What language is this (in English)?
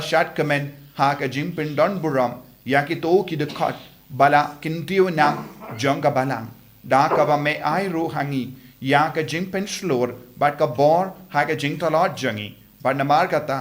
Khasi